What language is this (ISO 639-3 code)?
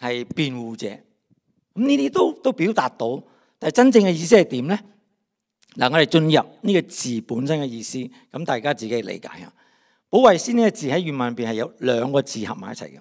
yue